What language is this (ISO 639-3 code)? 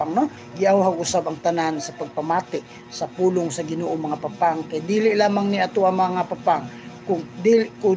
ceb